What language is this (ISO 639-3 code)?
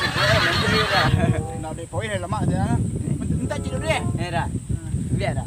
min